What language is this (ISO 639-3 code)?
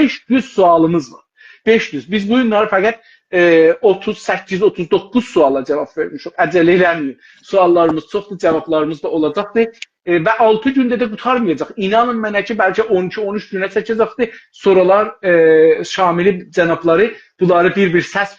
azb